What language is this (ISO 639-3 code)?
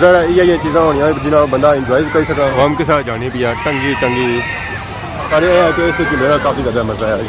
phr